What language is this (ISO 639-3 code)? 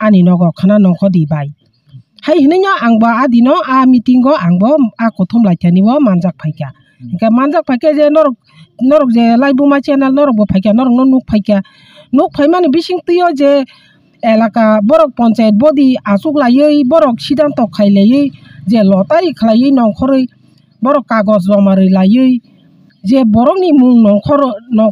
trp